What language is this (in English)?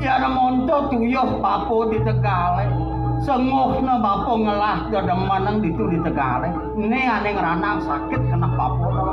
Balinese